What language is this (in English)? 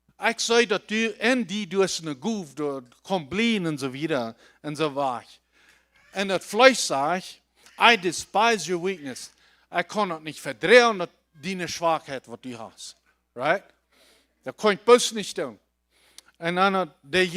Plautdietsch